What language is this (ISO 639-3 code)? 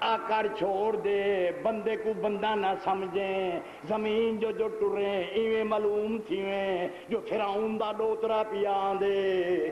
skr